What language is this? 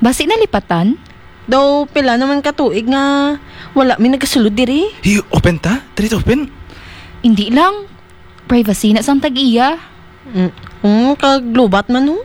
Hiligaynon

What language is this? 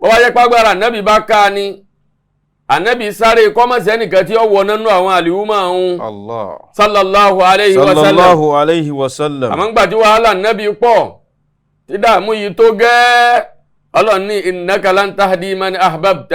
Yoruba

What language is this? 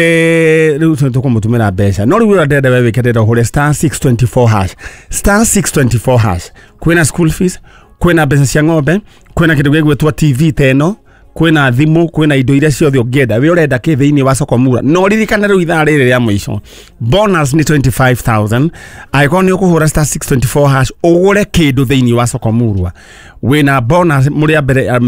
Kikuyu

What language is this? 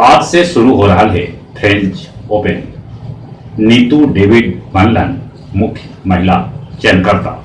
Magahi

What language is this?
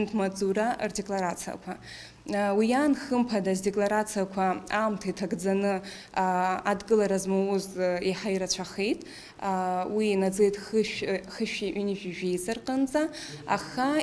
Abkhazian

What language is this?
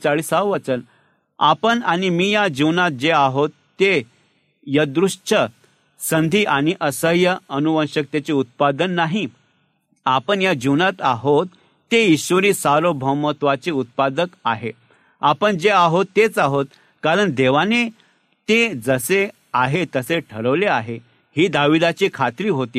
Marathi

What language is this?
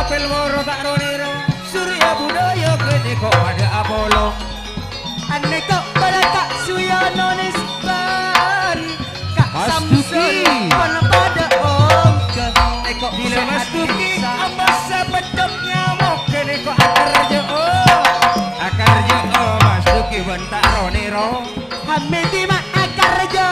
Madurese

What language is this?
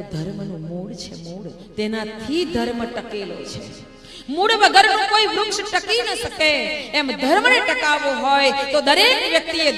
Gujarati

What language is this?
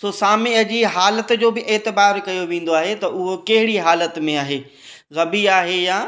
Sindhi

